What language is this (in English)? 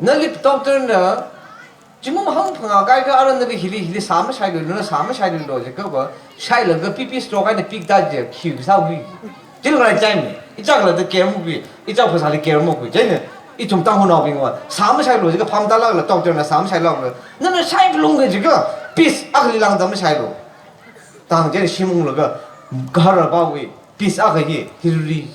Tangkhul Naga (India)